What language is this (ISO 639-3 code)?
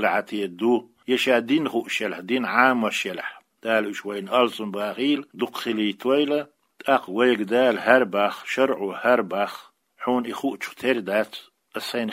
che